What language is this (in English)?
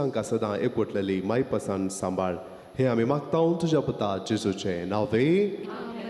Konkani